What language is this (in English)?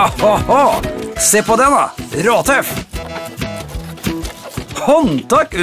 Norwegian